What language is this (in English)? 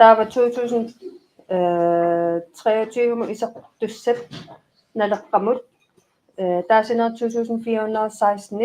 Kalaallisut